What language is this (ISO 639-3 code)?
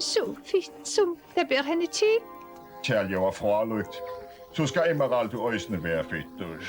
fao